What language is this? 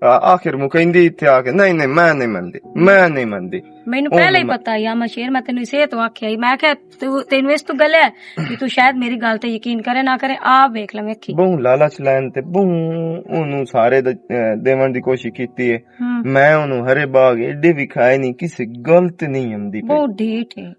Western Panjabi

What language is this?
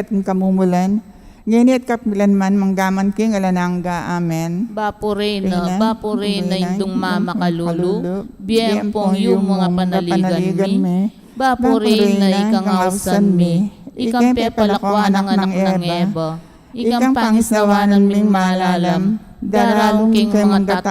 Pampanga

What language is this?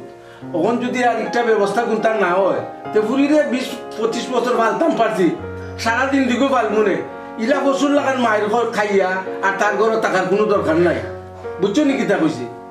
Sylheti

